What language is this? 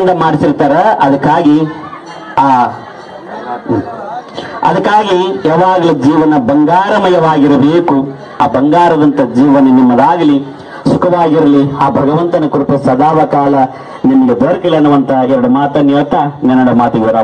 Kannada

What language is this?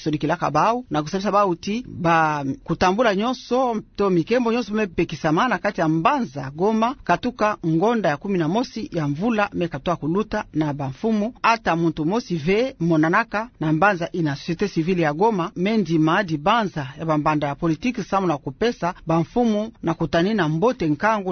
Kituba (Democratic Republic of Congo)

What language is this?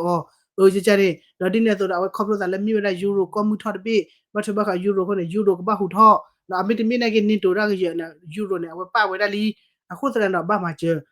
S'gaw Karen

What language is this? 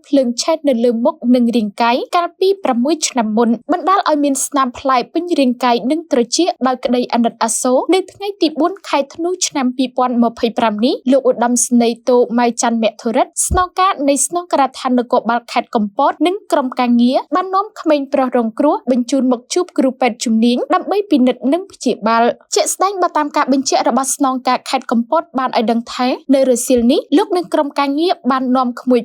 Khmer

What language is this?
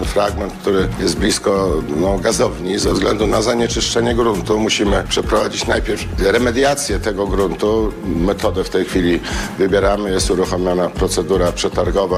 Polish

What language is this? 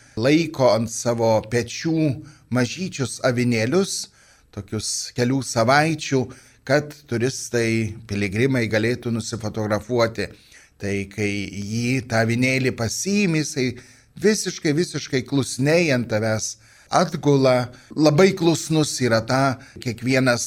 Lithuanian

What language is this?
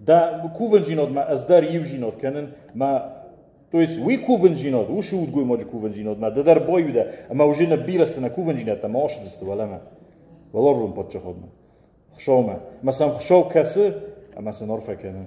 Ossetic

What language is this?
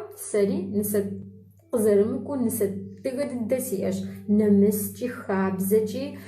Kabardian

